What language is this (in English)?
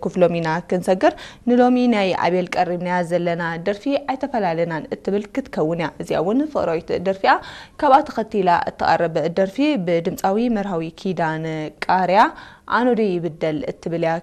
Tigrinya